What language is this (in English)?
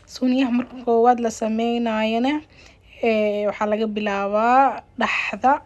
Somali